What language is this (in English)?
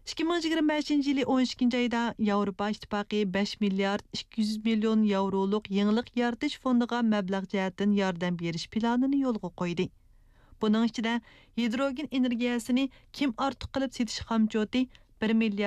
Uyghur